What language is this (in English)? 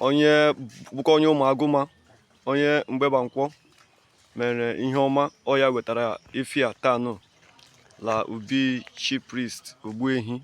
Igbo